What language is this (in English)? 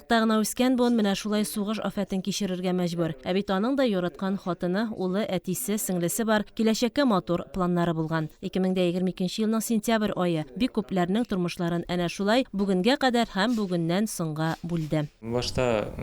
Tatar